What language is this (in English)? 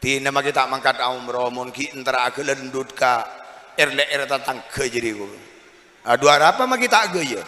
Madurese